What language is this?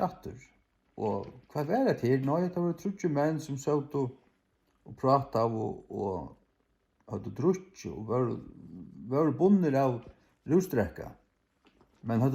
Faroese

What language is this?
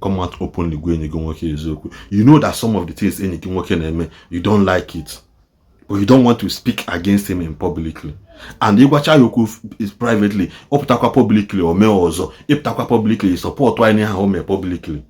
Igbo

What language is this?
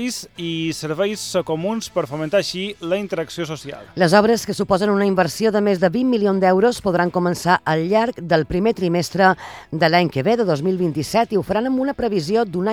Catalan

